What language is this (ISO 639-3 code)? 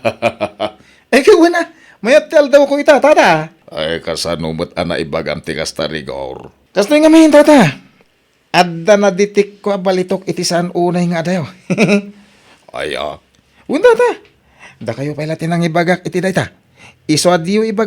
ilo